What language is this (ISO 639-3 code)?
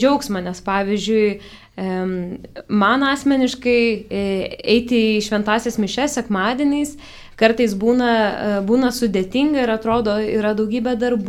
lit